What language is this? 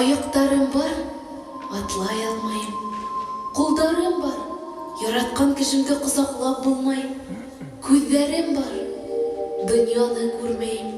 Bashkir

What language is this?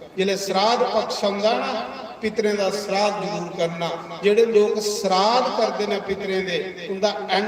Dogri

